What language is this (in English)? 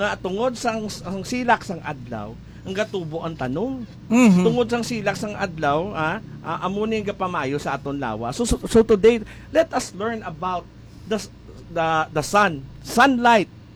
Hiligaynon